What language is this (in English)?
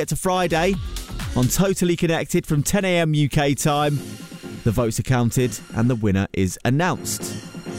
English